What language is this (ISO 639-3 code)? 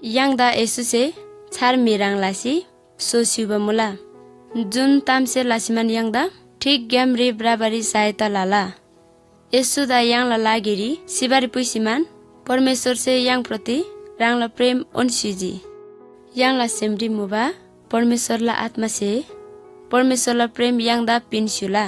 taj